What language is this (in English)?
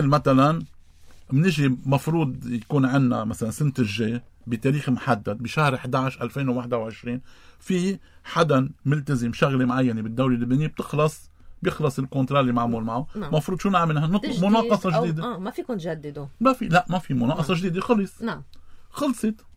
North Levantine Arabic